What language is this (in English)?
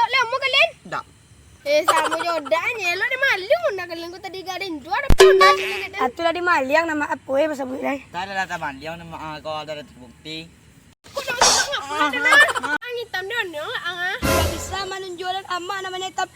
Minangkabau